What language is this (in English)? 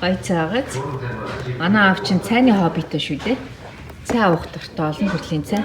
Mongolian